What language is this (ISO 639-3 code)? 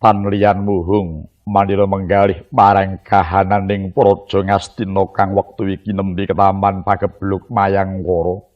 jav